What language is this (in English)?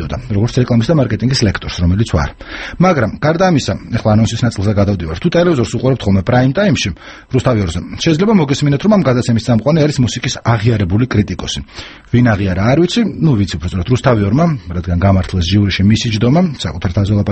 Georgian